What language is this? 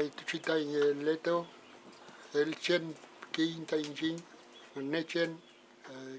Mapuche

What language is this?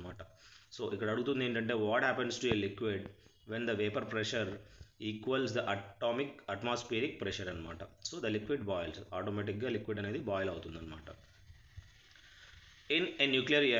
Telugu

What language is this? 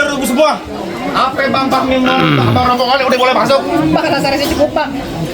Betawi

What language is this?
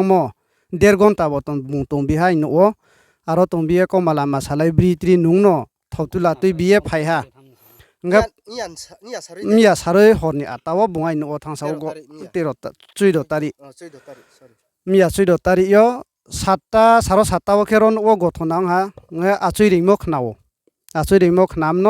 Riang (India)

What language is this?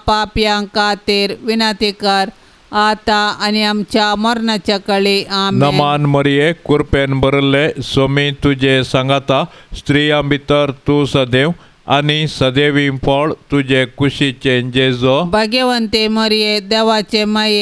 Konkani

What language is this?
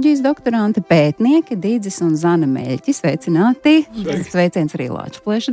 Latvian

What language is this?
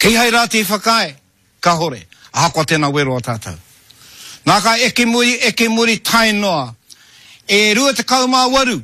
Māori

